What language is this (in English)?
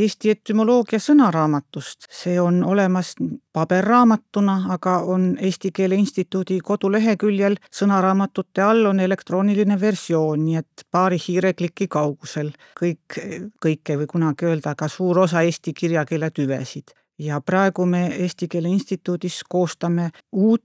Estonian